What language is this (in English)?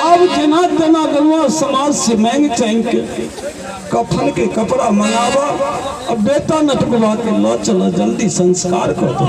Maithili